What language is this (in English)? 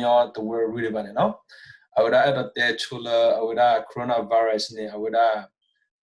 S'gaw Karen